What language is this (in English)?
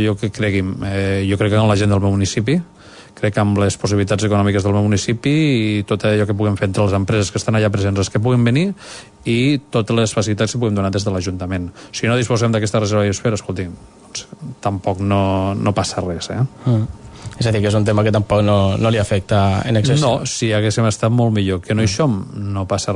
Catalan